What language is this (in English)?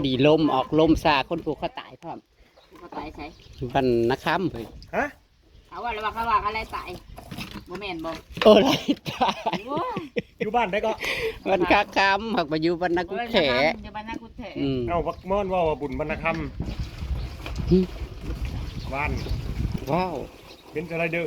Northeastern Thai